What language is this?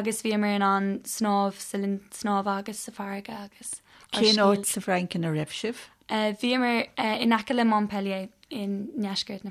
Irish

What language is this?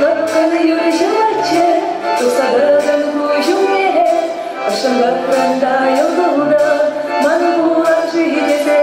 Chuvash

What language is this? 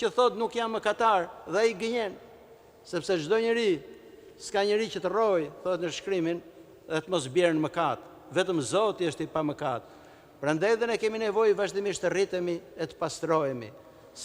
Albanian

